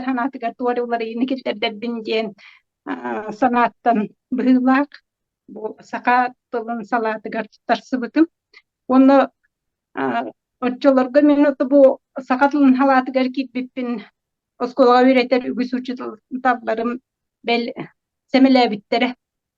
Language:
Yakut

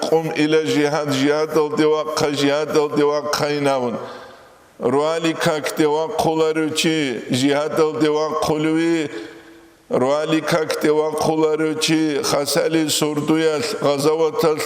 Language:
Avaric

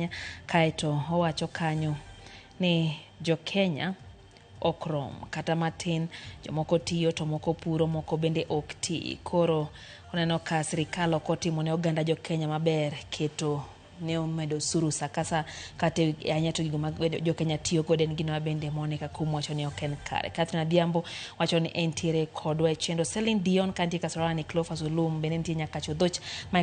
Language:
Luo (Kenya and Tanzania)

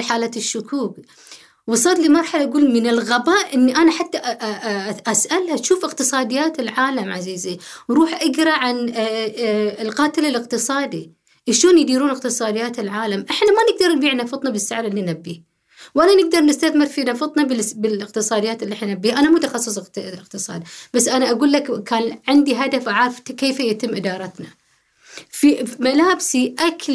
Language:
Gulf Arabic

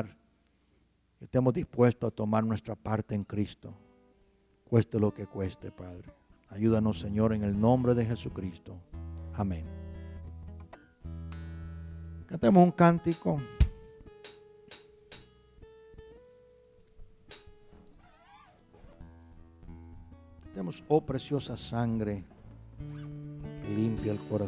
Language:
Spanish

